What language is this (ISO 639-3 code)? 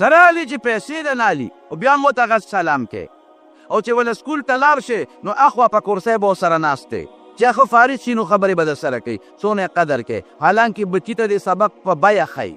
pus